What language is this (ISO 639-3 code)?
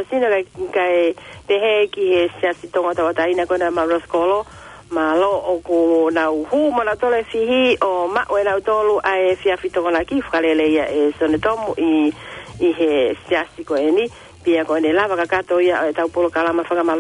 ton